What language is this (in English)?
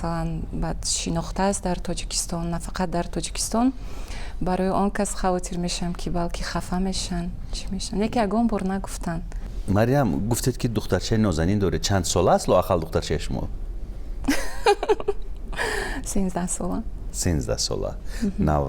Tajik